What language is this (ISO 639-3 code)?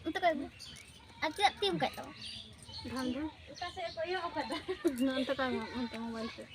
sat